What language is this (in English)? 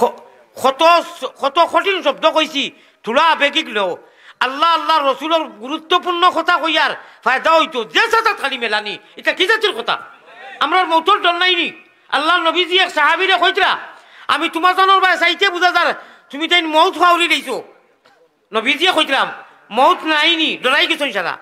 Sylheti